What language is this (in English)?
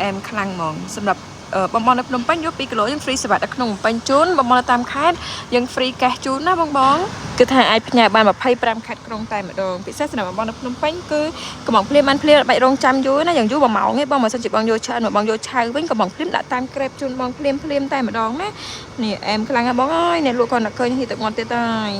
Khmer